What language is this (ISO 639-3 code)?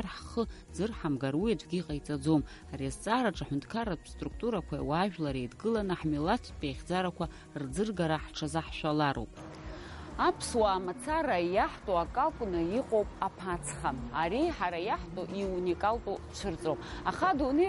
abk